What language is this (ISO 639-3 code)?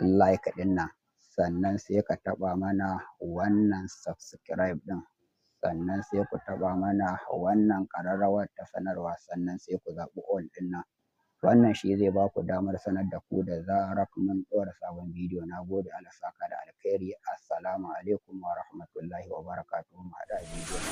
hau